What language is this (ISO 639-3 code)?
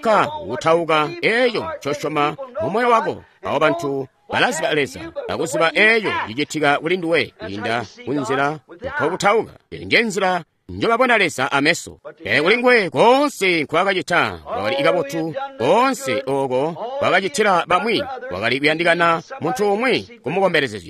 toi